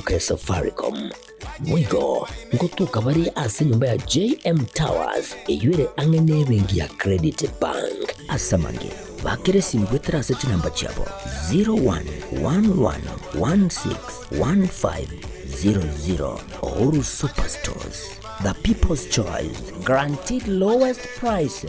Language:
Gusii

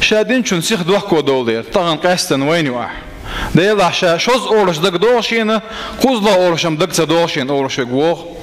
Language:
Chechen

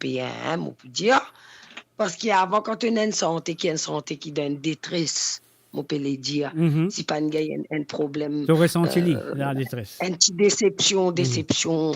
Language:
Morisyen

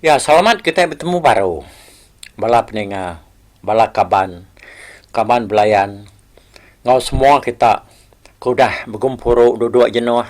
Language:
Iban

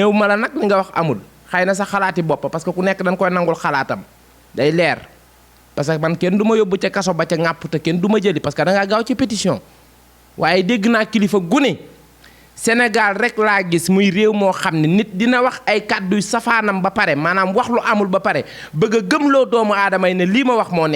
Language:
Wolof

